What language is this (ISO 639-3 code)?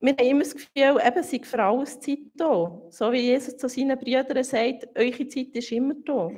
gsw